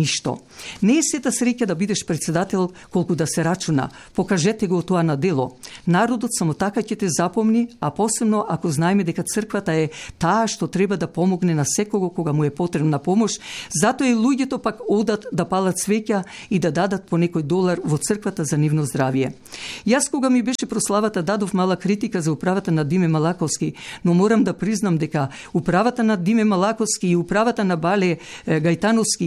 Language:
Macedonian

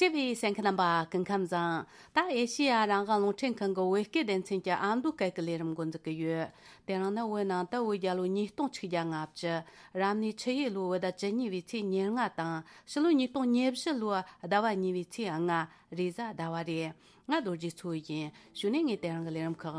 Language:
Tibetan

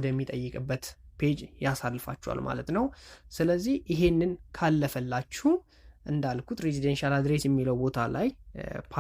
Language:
Amharic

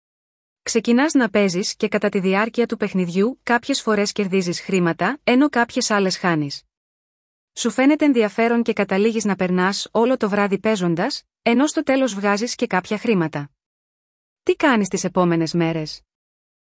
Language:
Greek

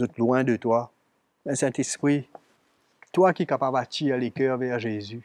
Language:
Morisyen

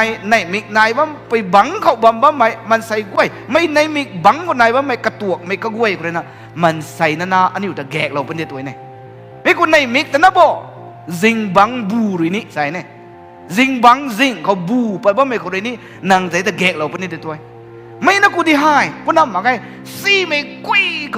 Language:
Rongmei Naga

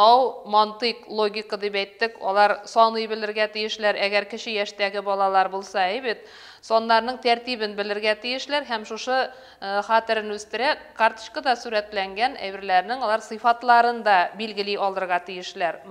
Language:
Bashkir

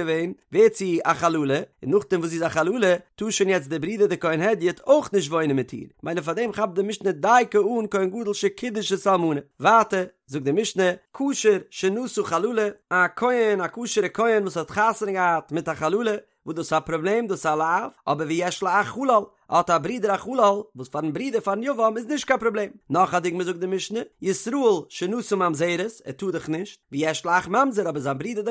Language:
Yiddish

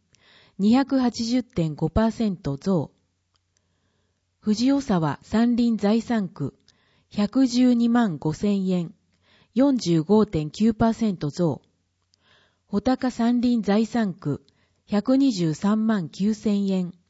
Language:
Japanese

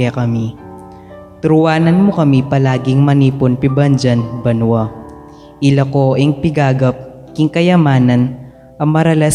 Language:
Pampanga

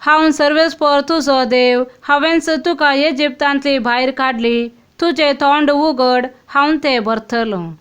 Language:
Konkani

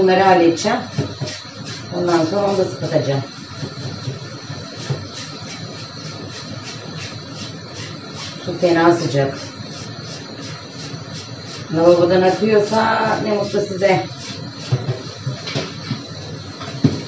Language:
Turkish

